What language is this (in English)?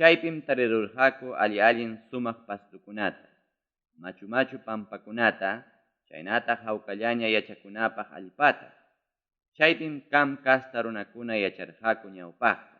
Ayacucho Quechua